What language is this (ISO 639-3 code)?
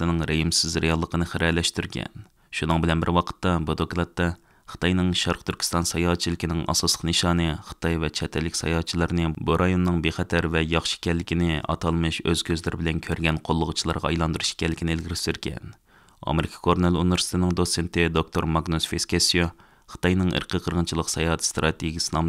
uig